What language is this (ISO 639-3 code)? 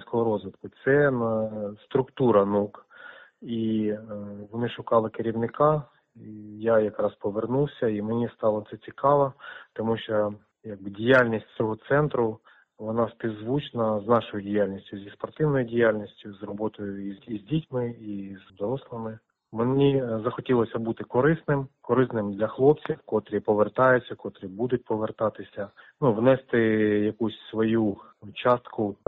ukr